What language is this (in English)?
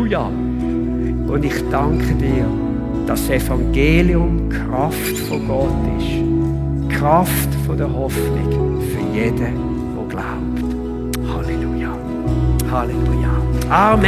Swiss German